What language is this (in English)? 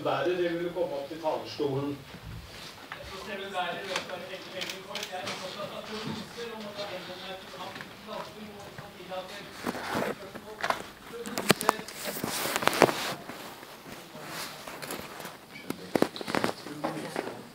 Norwegian